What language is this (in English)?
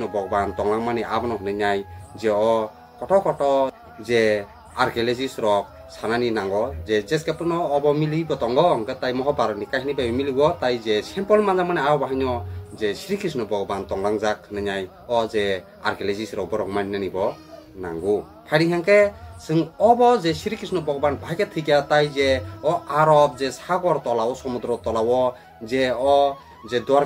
Kok Borok